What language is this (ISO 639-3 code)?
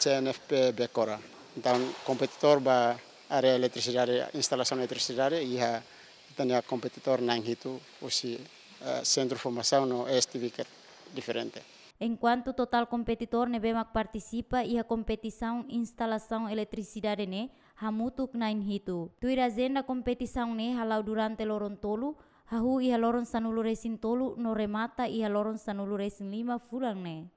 tet